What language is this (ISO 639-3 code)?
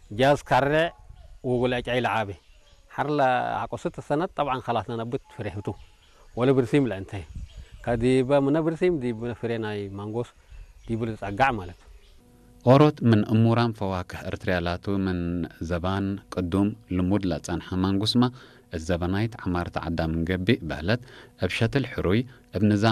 tir